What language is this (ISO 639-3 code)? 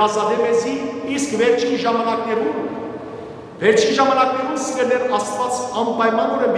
hyw